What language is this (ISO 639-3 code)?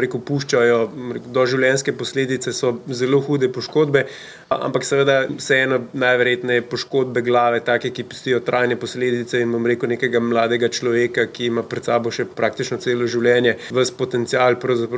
slv